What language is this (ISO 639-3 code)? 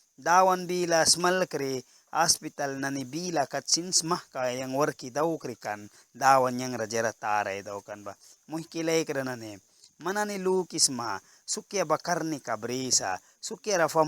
miq